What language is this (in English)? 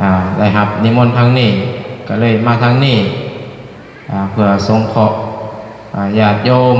Lao